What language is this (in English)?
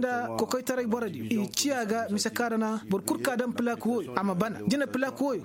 Koyraboro Senni